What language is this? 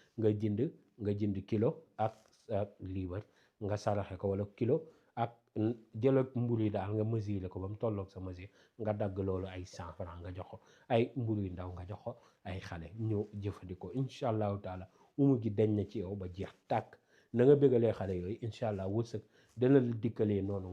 Wolof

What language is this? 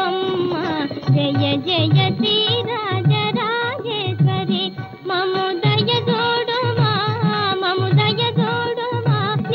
Telugu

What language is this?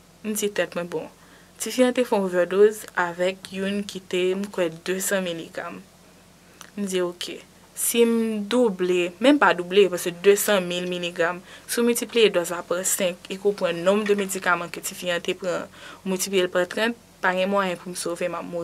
Haitian Creole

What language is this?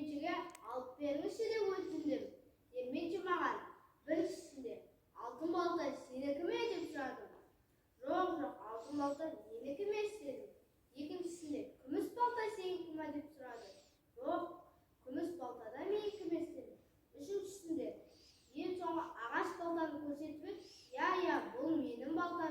Kazakh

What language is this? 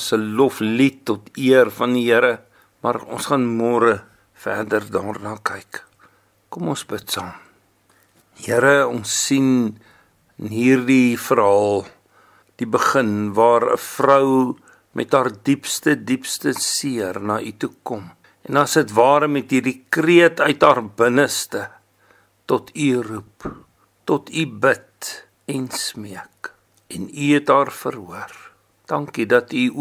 Afrikaans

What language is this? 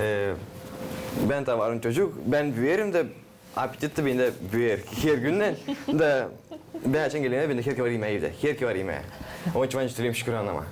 Gagauz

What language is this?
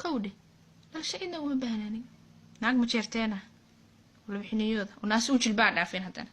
Somali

